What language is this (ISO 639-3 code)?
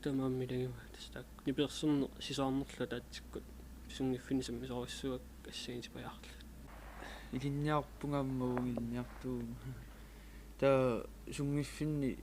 kal